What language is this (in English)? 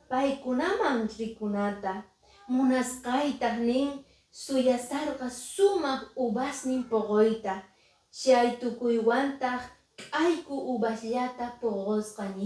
Quechua